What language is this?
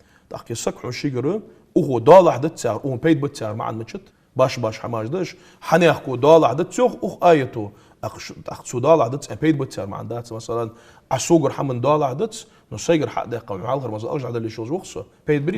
Ingush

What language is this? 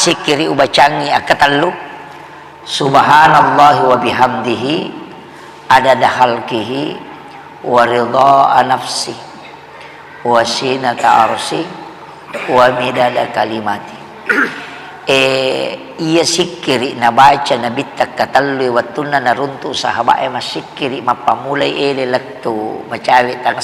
Buginese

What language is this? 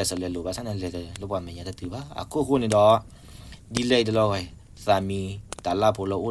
S'gaw Karen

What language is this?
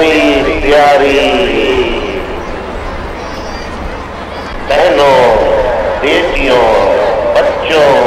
Urdu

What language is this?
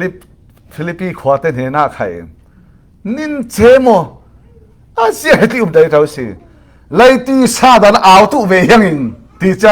Falam Chin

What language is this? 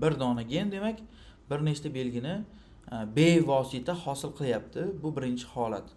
Uzbek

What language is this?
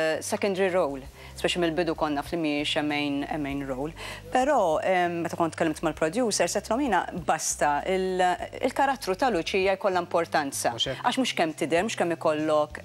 Maltese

